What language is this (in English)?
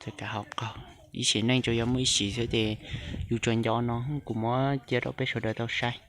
Hmong